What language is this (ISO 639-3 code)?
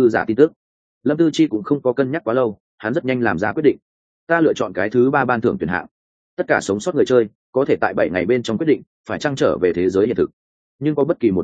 vie